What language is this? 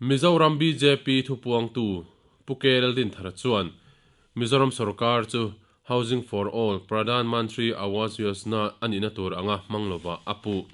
Mizo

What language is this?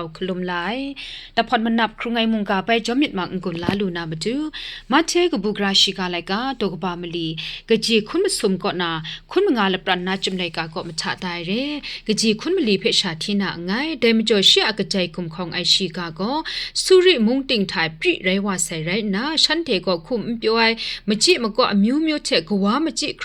Kachin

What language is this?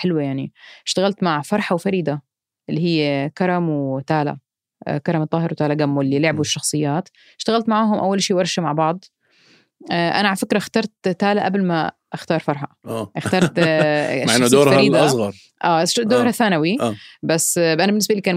North Levantine Arabic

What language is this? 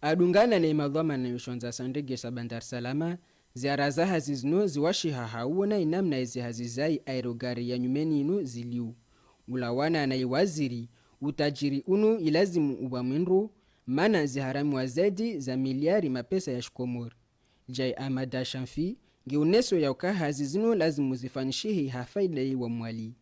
Ngazidja Comorian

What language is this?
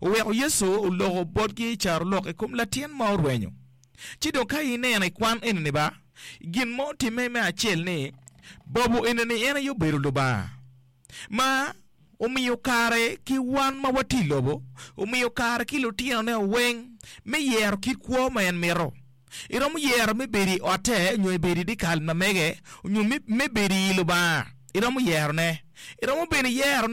Acoli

